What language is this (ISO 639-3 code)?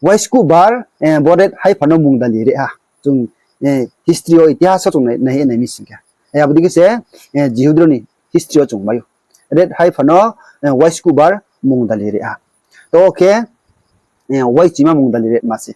ria